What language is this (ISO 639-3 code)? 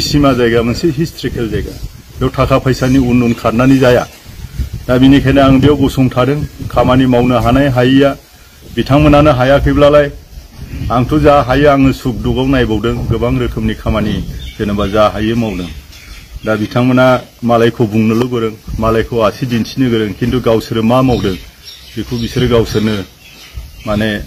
brx